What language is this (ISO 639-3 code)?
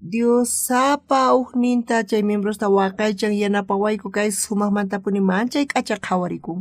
quh